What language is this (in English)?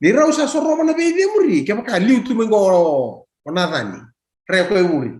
Fijian